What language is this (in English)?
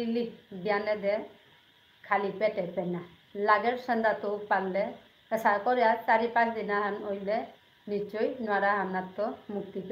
Bishnupriya